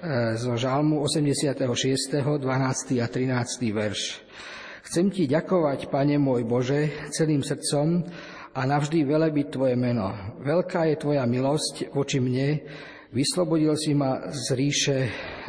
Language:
Slovak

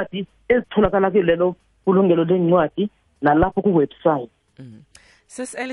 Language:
South Ndebele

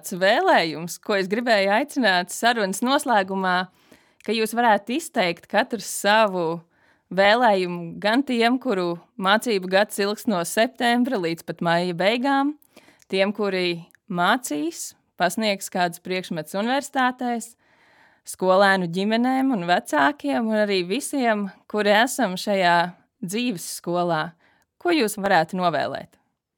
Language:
Latvian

